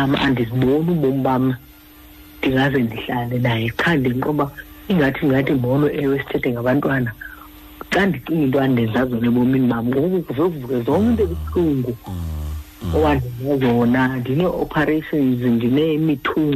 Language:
Xhosa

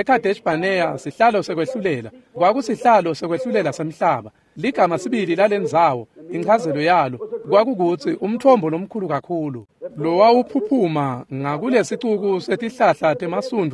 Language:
Swati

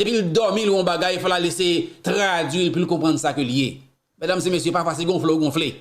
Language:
Haitian Creole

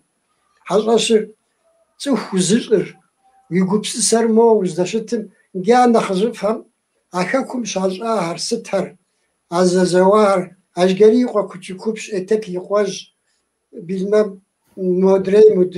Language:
Kabardian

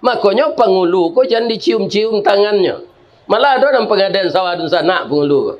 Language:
Minangkabau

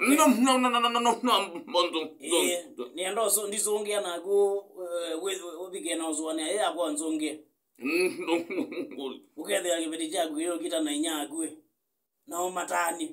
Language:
Kamba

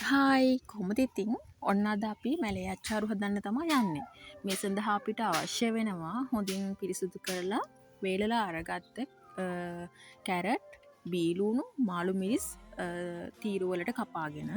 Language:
Sinhala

